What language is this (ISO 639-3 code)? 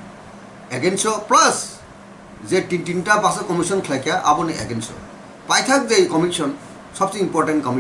trp